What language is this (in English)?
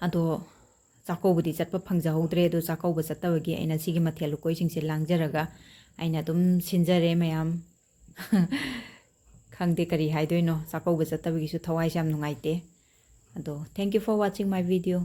Manipuri